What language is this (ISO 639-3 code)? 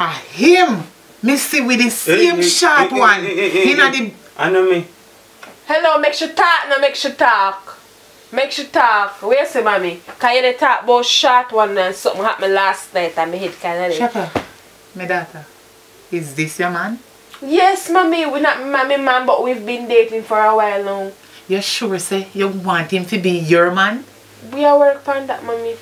jam